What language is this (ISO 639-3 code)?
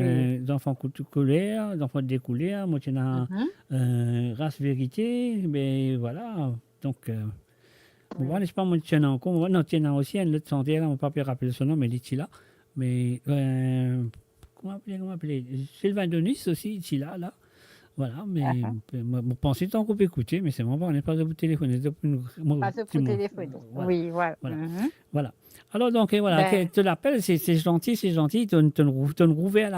mfe